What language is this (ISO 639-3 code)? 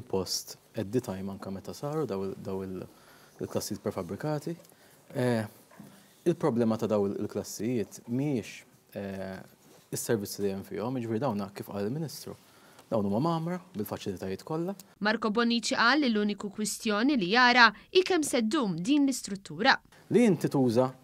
mlt